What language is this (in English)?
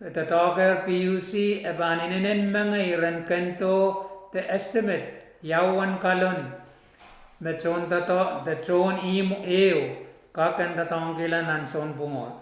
Pohnpeian